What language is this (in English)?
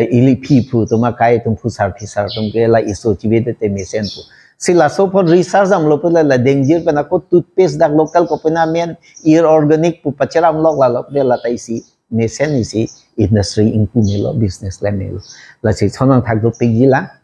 Karbi